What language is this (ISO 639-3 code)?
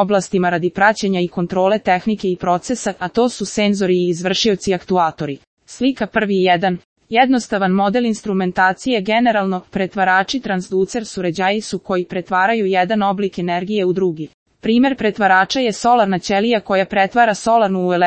srp